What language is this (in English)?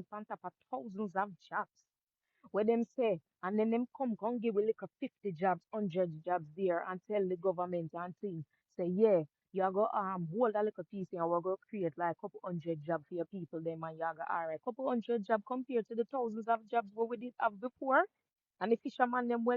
Jamaican Creole English